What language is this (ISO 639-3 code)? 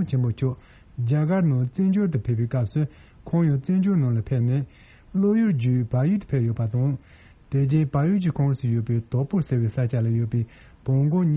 bod